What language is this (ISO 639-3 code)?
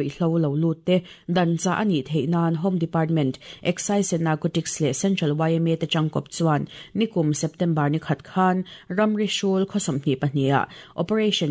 lus